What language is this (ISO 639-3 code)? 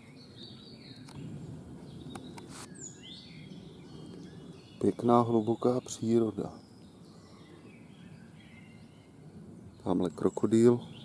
ces